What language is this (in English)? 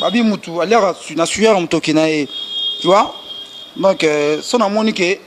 Lingala